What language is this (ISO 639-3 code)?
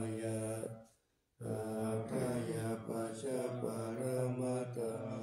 pli